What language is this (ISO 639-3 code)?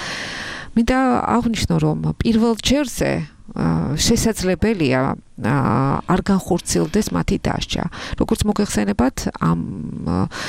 kat